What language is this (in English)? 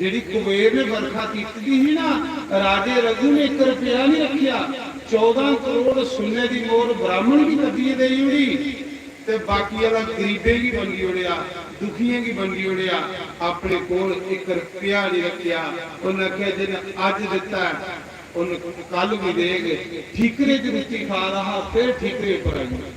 Dogri